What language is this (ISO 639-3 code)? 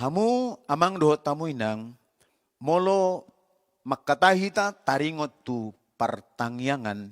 bbc